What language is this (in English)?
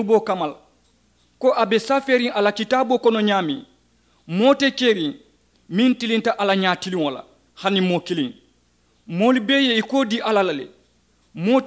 Mandingo